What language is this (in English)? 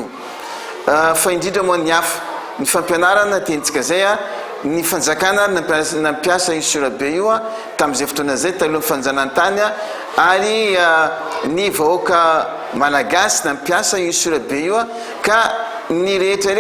Malagasy